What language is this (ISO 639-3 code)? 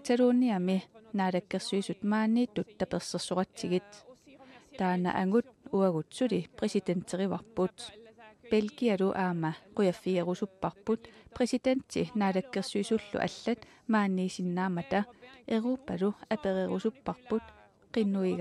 kal